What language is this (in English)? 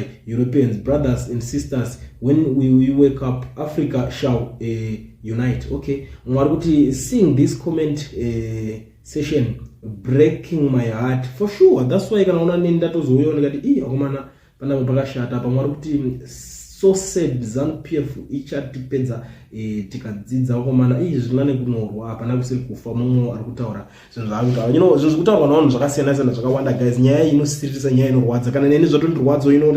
Shona